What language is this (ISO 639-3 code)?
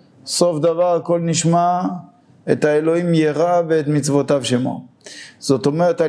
heb